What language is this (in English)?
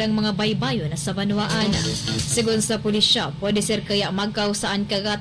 Bikol